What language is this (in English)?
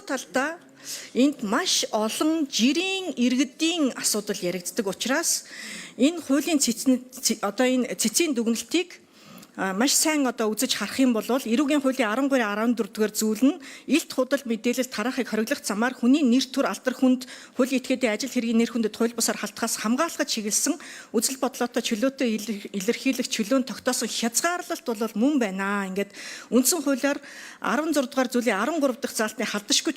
Mongolian